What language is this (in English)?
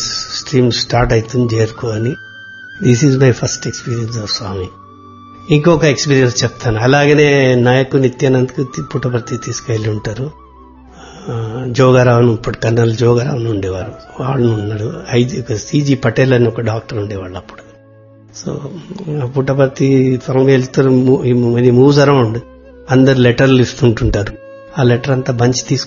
Telugu